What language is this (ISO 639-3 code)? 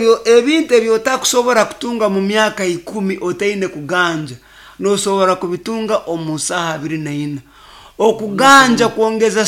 nyo